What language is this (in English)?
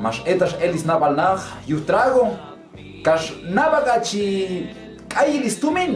Q'anjob'al